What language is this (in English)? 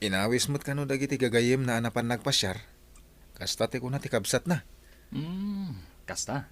Iloko